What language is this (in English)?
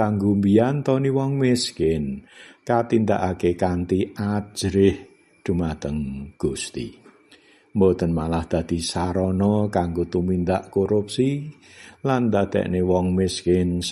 Javanese